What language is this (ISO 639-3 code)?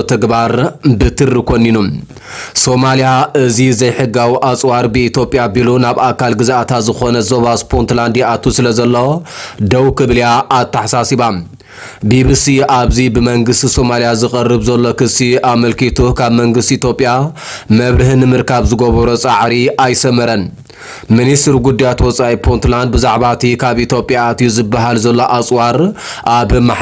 tir